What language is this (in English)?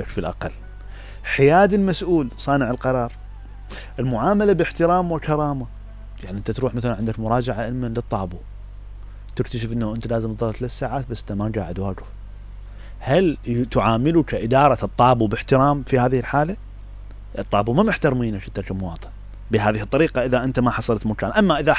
Mesopotamian Arabic